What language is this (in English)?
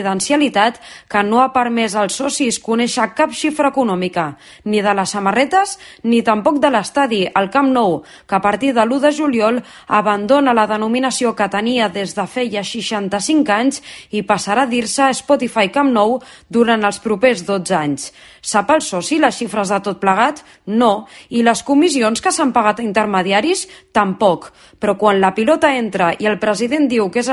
Catalan